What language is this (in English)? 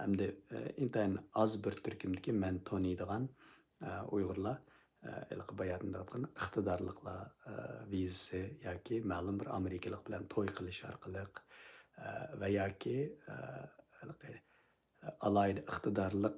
Uyghur